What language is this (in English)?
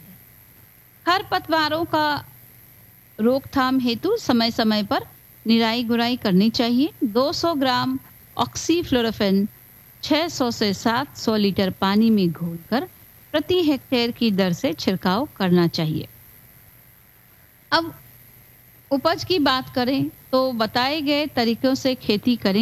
Hindi